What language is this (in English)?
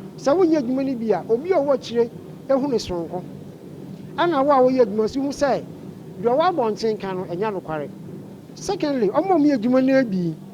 Akan